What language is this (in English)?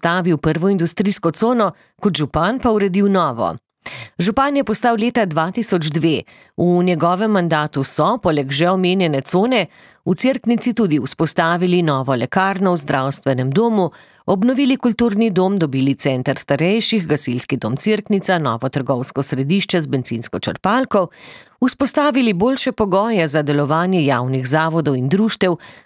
Slovenian